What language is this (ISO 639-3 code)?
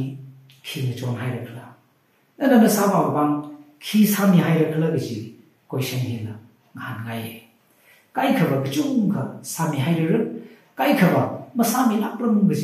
nmf